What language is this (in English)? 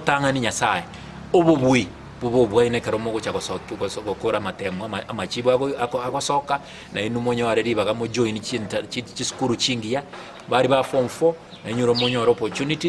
Gusii